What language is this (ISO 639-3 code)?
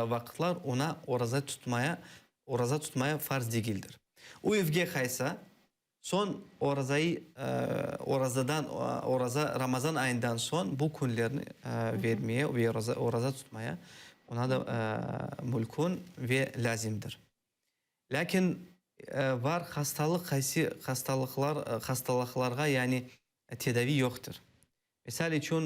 crh